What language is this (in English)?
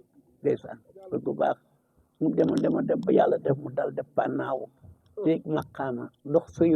Wolof